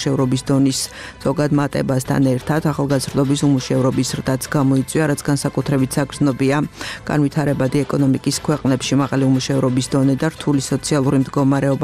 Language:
Georgian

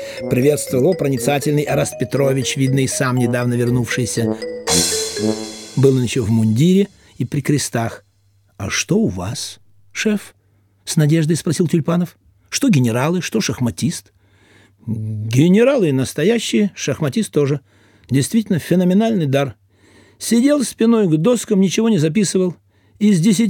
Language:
Russian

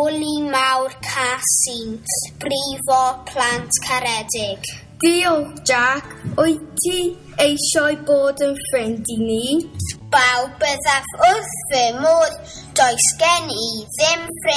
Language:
Welsh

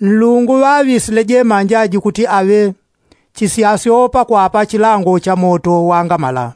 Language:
Yao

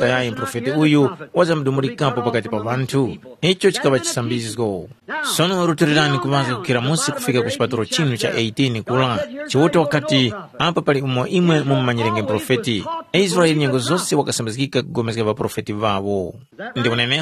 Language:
Tumbuka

